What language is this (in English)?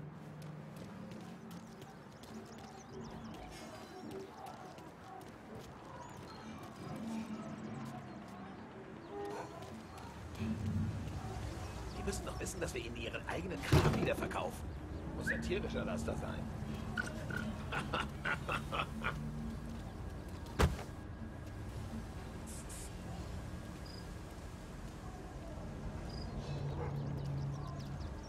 German